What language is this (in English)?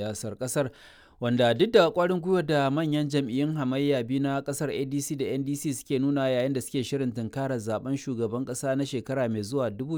Hausa